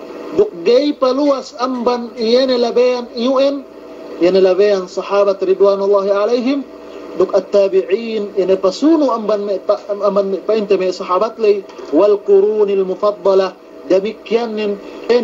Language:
Yakan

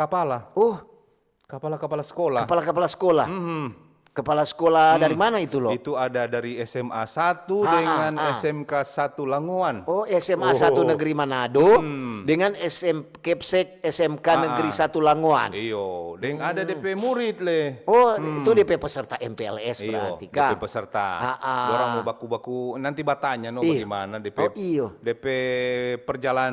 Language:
Manado Malay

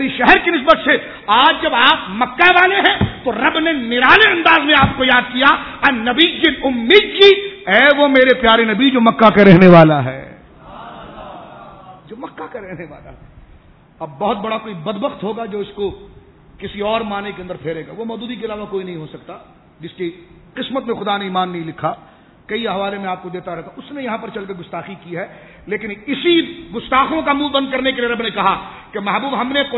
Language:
Urdu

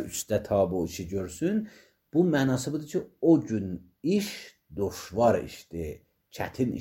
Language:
Azerbaijani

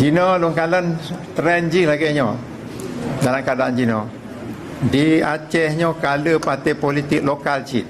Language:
Achinese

